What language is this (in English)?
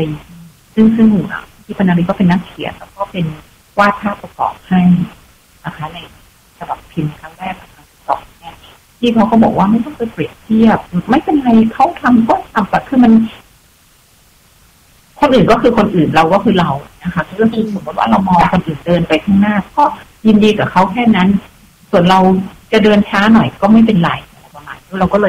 Thai